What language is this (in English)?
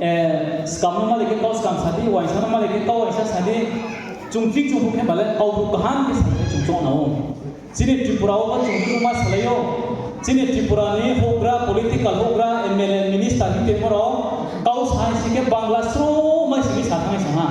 Riang (India)